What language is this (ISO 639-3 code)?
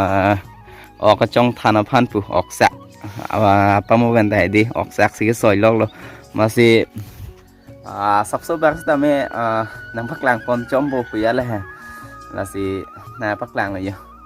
mjw